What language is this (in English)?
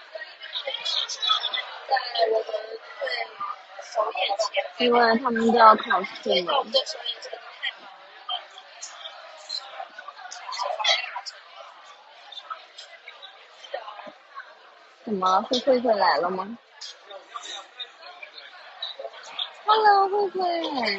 Chinese